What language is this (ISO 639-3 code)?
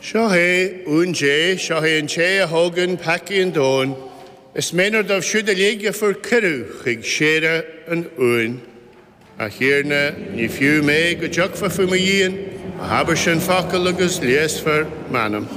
gle